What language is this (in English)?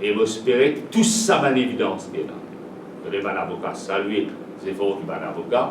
Morisyen